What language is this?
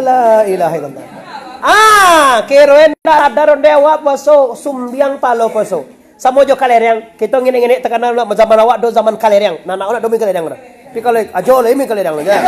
Minangkabau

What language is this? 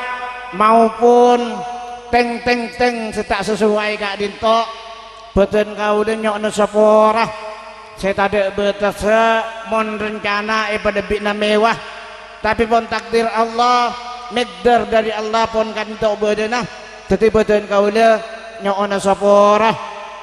Madurese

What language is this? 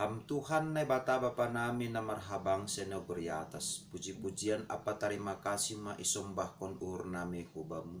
Batak Simalungun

